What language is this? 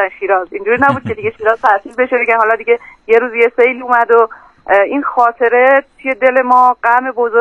Persian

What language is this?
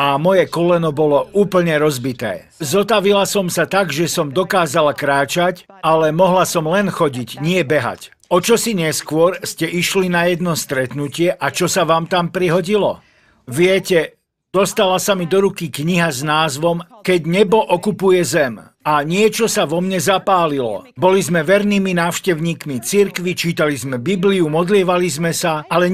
Slovak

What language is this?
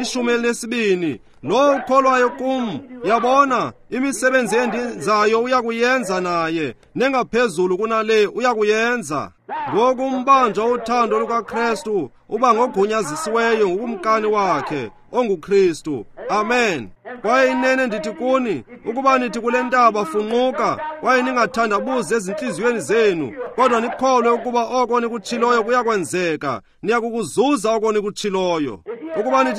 Xhosa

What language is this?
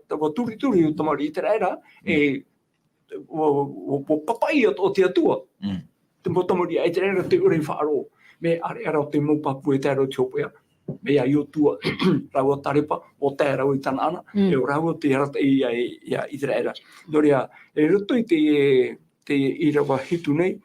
Tahitian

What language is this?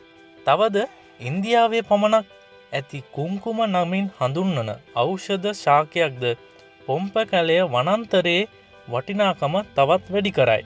Sinhala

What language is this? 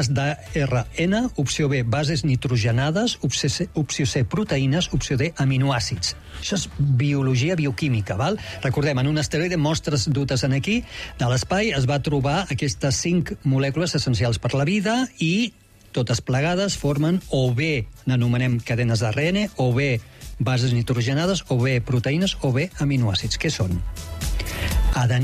Catalan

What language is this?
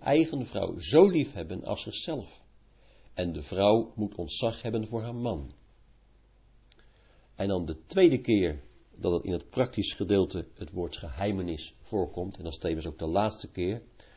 Dutch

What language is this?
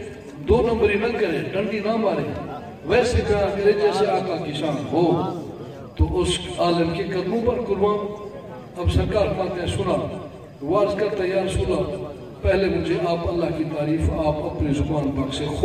Urdu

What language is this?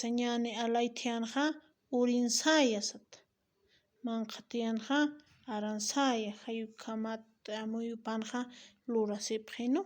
Aymara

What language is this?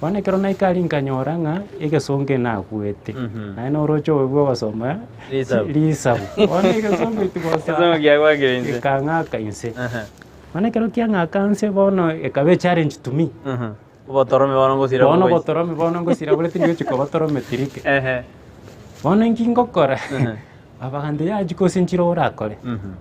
Gusii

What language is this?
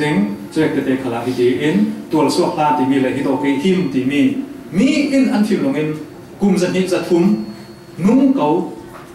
Falam Chin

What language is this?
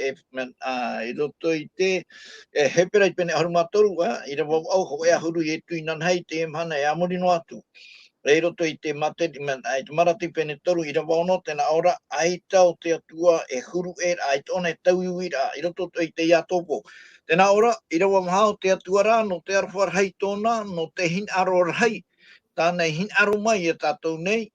Tahitian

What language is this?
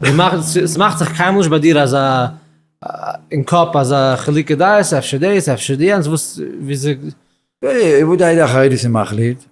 Yiddish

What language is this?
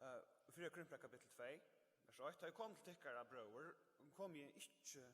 Faroese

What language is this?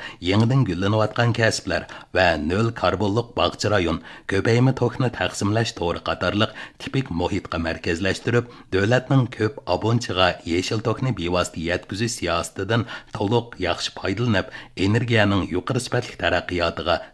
Uyghur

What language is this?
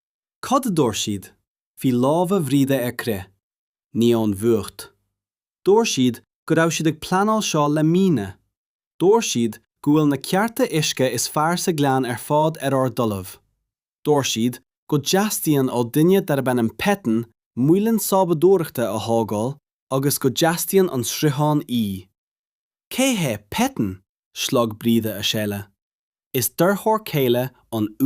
Irish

